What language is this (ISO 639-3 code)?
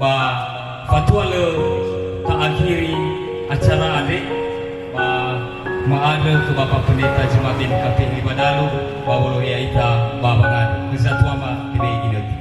nia